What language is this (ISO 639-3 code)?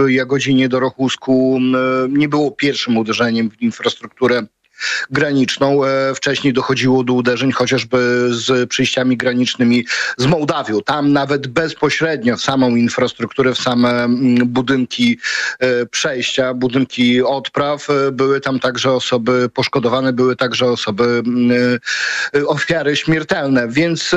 pol